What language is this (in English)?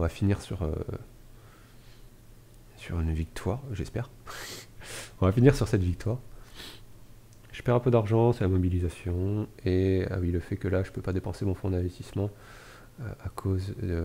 French